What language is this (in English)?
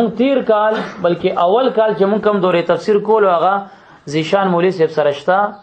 Pashto